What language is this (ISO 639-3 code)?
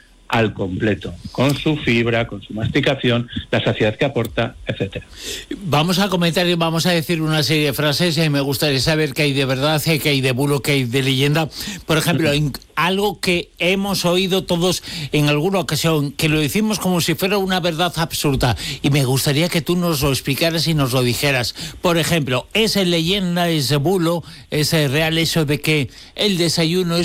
spa